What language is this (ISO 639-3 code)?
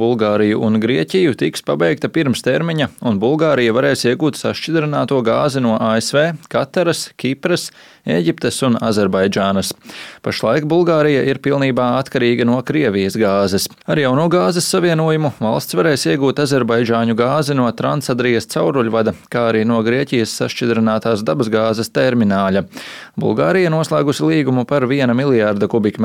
lav